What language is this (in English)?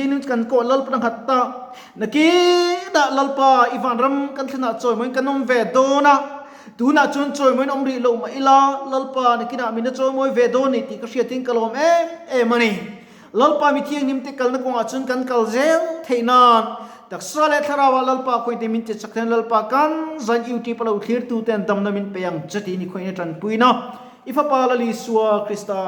Mizo